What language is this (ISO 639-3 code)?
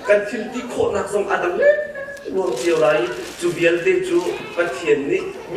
cnh